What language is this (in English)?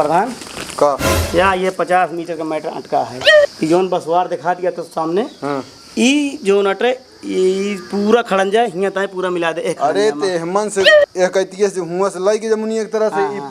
Awadhi